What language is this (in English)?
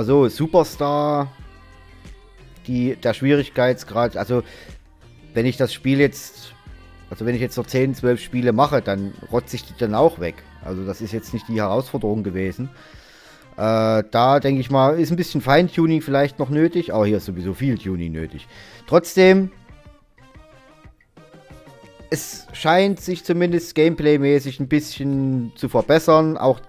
German